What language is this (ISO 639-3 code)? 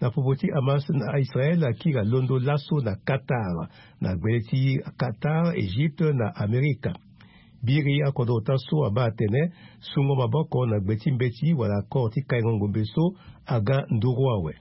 sag